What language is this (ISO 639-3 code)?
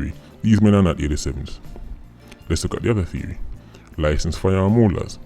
jam